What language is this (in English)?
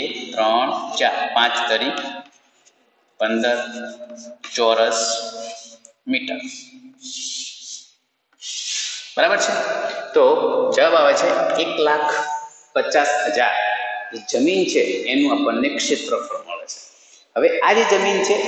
Gujarati